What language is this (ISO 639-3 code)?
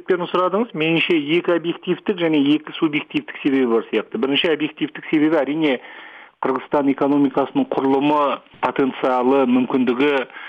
kaz